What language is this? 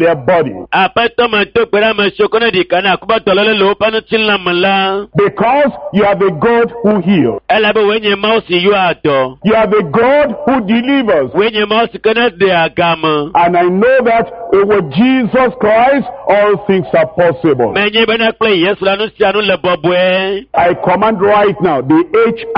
Ewe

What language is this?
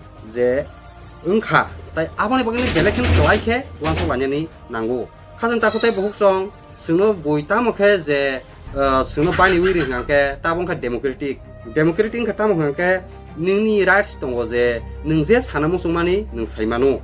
Kok Borok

